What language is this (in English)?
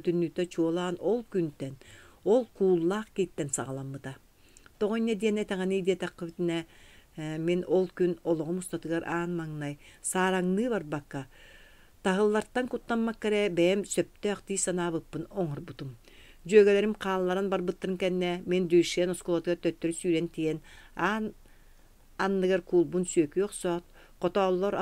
Yakut